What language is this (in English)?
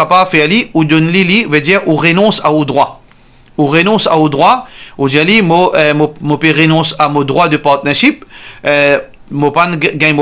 Morisyen